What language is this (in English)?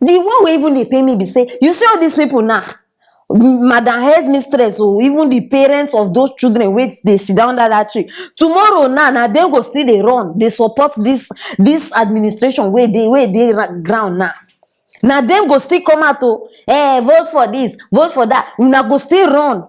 Nigerian Pidgin